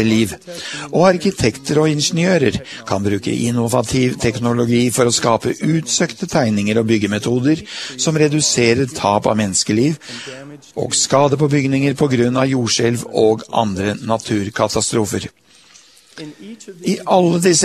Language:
Norwegian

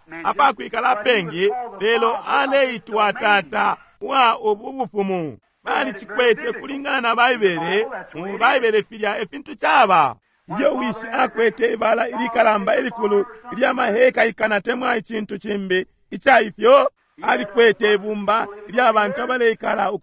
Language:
Bemba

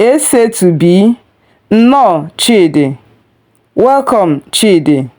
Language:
Igbo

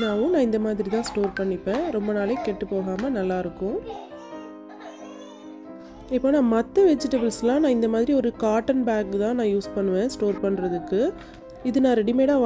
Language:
Tamil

